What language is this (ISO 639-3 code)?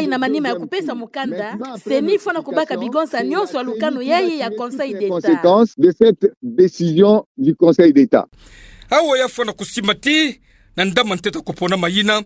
ktu